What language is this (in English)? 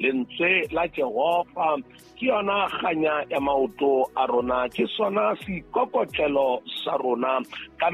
Southern Sotho